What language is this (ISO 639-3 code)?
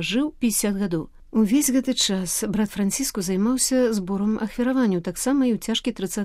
bel